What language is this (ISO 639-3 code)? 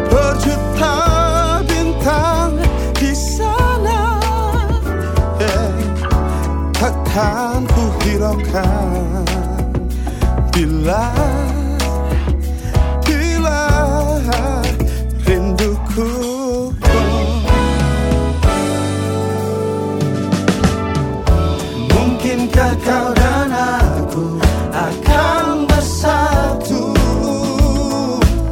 ind